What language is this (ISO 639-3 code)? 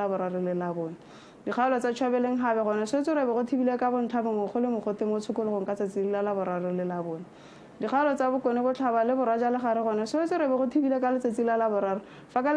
tsn